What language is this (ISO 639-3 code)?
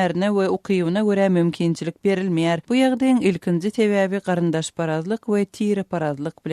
tuk